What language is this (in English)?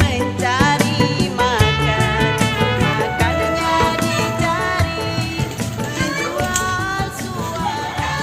Betawi